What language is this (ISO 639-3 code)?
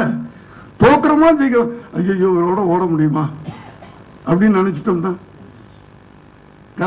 tam